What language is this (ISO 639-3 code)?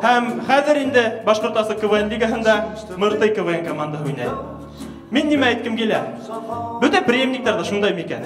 bak